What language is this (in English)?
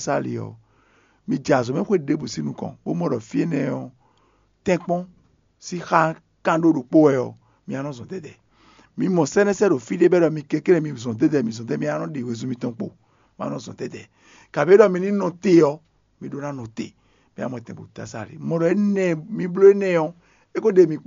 Fon